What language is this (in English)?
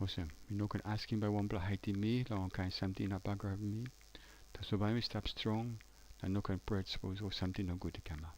Tok Pisin